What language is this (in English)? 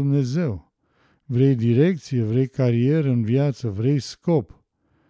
Romanian